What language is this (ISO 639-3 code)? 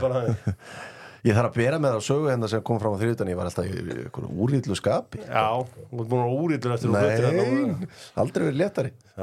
isl